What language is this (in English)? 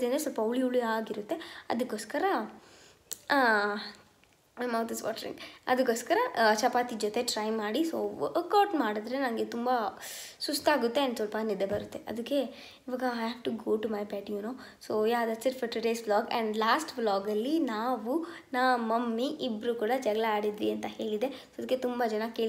Kannada